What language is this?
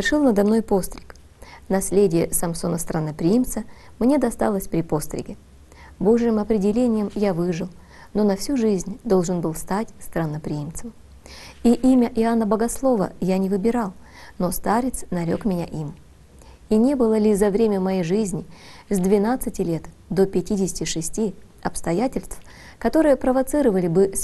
Russian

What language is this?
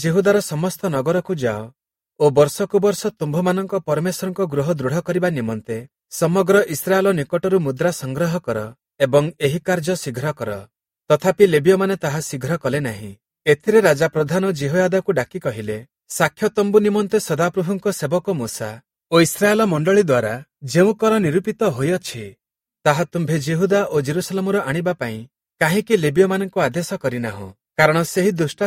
Odia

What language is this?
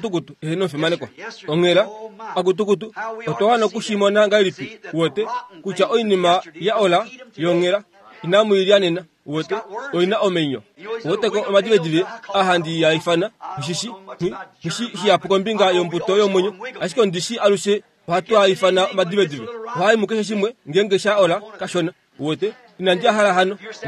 Kuanyama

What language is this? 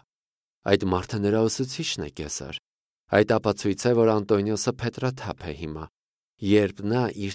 Armenian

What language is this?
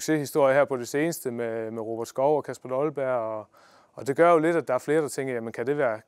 Danish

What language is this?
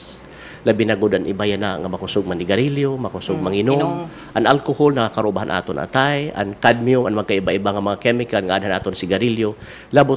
Waray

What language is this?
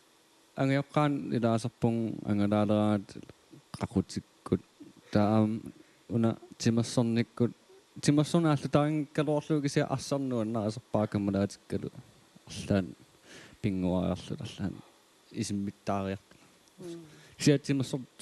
Kalaallisut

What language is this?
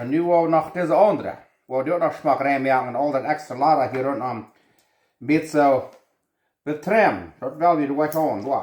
Plautdietsch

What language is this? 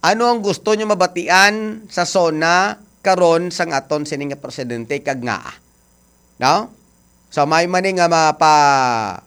Hiligaynon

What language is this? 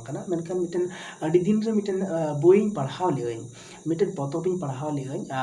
Santali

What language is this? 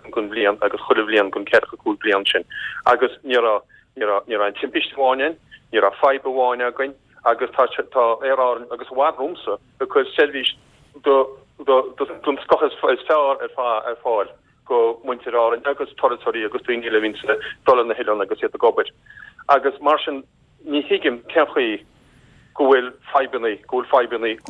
Irish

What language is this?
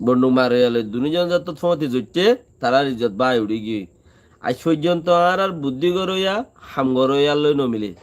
Rohingya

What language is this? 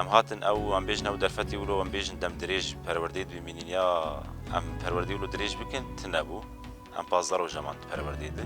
Kurdish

